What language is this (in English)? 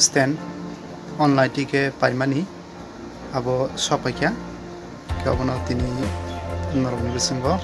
Kok Borok